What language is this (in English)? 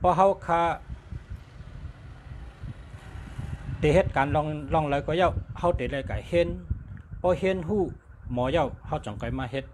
Shan